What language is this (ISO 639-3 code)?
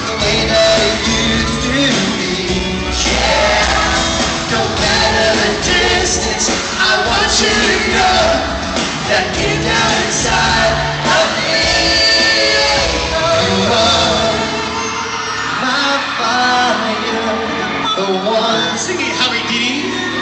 eng